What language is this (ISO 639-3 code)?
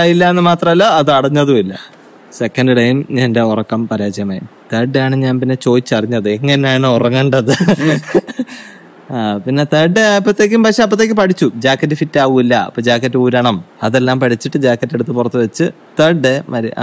mal